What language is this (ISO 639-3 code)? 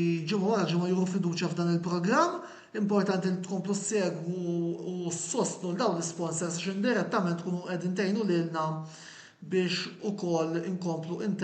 mlt